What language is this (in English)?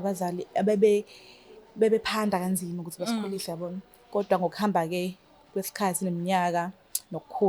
Zulu